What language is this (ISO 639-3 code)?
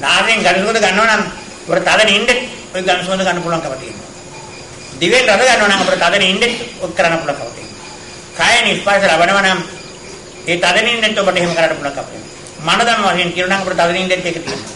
sin